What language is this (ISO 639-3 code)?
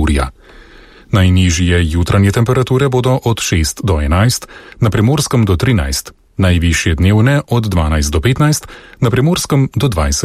slv